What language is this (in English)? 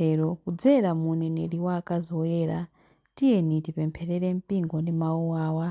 Nyanja